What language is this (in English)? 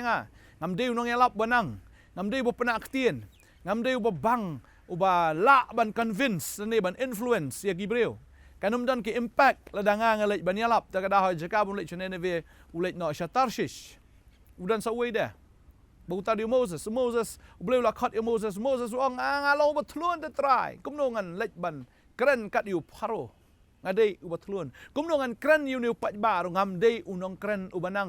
Khasi